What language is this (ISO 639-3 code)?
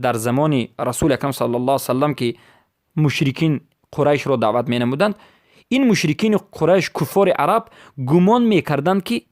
fas